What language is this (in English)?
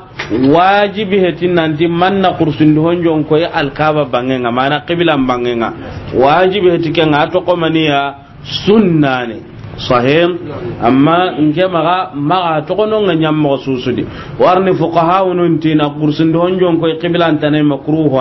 Soninke